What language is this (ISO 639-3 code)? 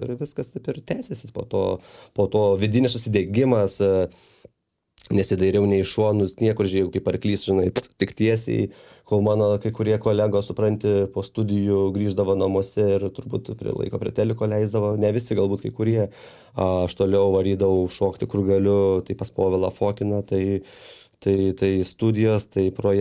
lit